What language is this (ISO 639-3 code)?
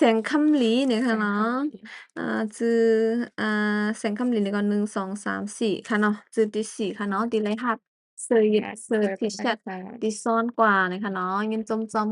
shn